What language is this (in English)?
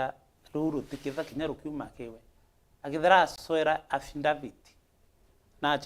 Meru